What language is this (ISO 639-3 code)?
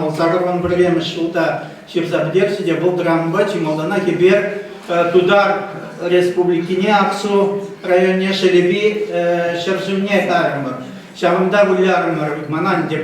chv